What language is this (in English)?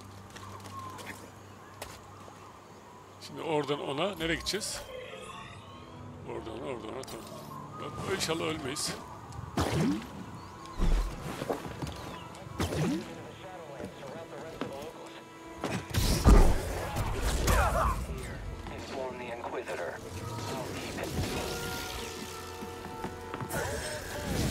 Turkish